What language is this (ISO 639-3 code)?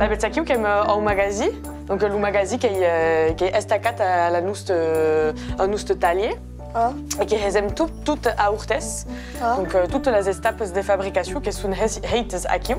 oci